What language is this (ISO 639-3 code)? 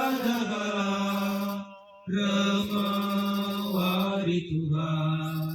btx